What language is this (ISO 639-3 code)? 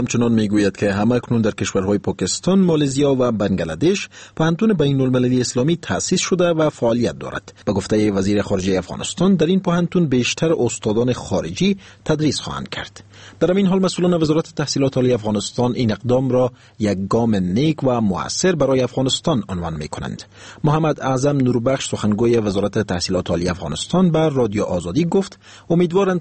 fas